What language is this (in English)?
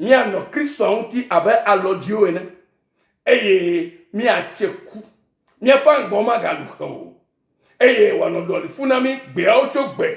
Ewe